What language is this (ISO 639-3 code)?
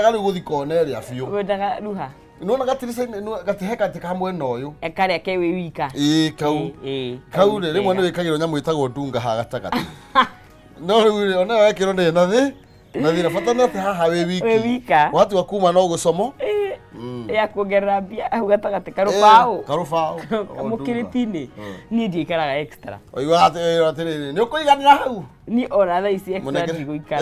kik